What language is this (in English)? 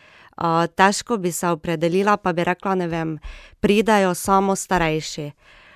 Slovenian